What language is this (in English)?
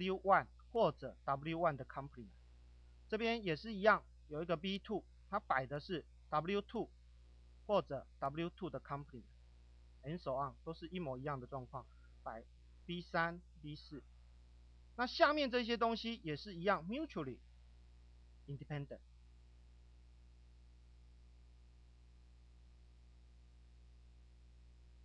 Chinese